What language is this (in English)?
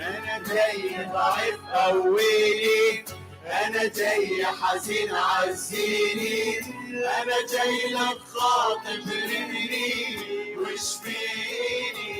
Mesopotamian Arabic